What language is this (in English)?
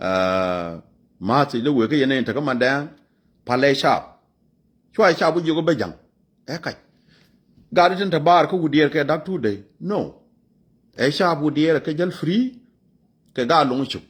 Nuer